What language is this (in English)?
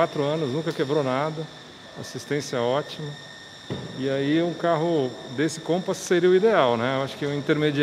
Portuguese